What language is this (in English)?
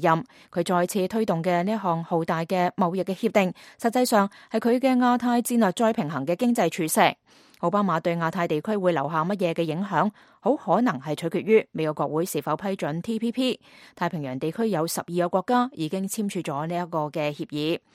Cantonese